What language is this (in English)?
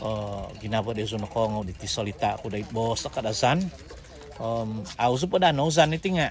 Central Dusun